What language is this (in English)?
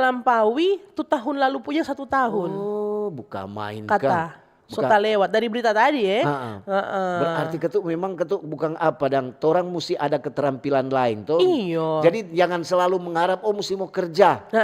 Manado Malay